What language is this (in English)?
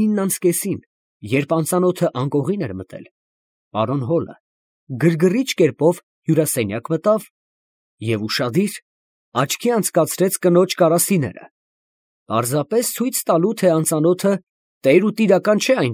Armenian